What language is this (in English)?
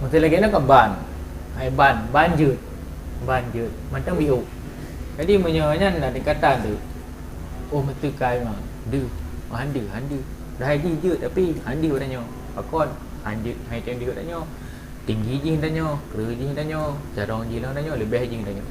Achinese